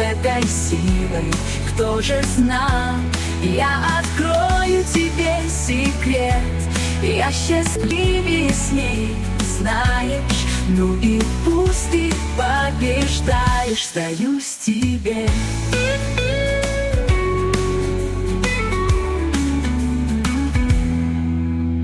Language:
Russian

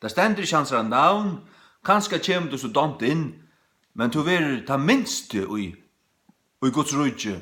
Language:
Faroese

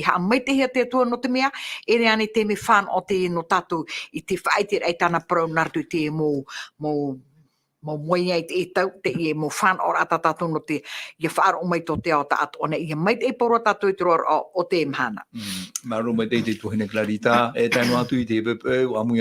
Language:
Tahitian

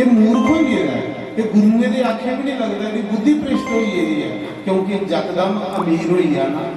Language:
Dogri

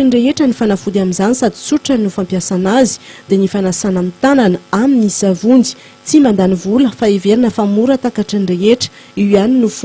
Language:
Malagasy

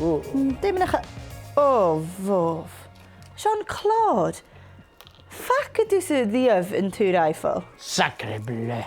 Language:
Scottish Gaelic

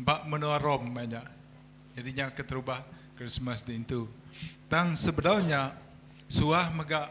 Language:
Iban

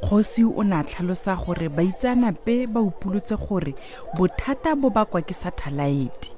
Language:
Tswana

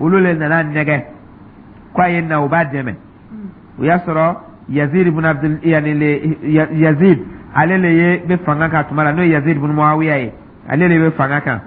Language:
Dyula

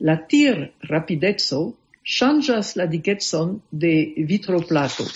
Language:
Esperanto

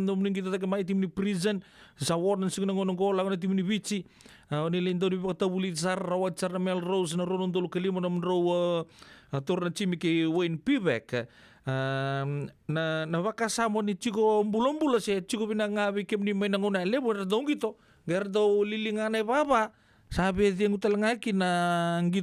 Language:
Fijian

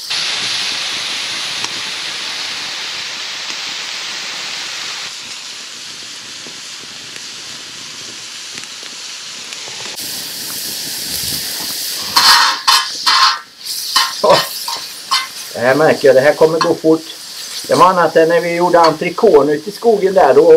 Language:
Swedish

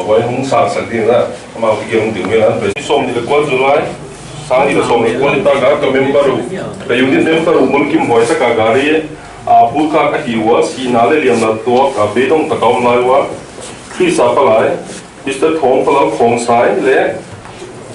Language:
Paite Chin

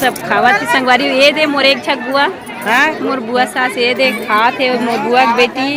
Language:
Chhattisgarhi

